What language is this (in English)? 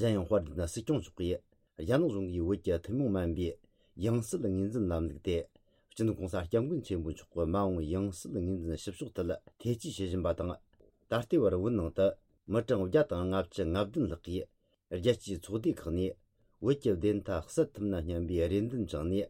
Tibetan